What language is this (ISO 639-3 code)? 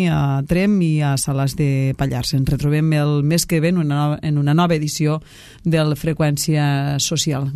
cat